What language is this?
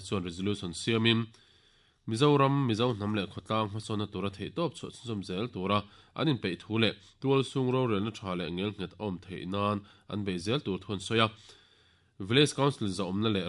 Mizo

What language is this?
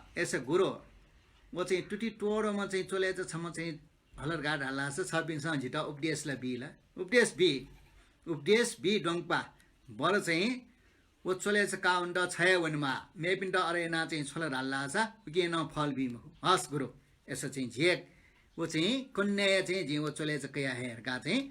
Newari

